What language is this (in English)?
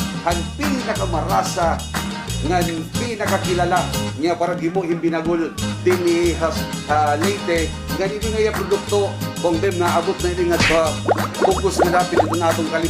Waray